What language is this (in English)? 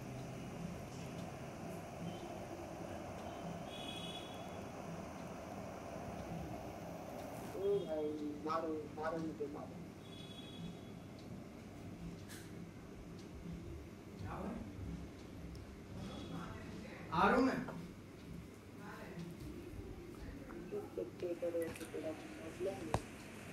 Hindi